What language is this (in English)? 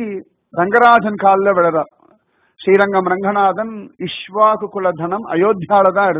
Tamil